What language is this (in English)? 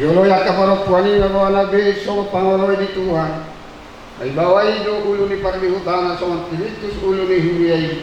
Batak Toba